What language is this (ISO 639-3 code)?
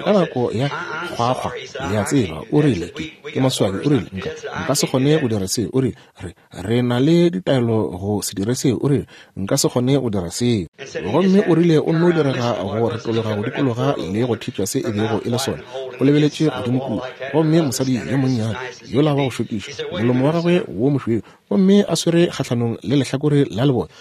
nso